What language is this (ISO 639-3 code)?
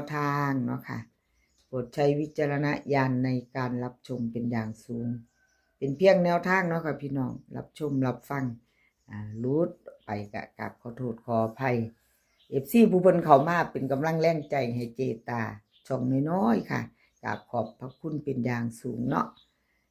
tts